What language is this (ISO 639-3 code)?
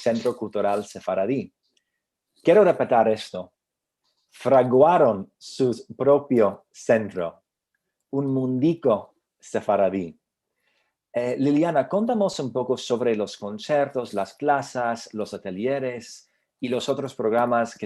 lad